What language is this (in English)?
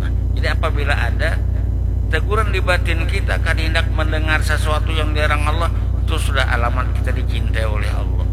Banjar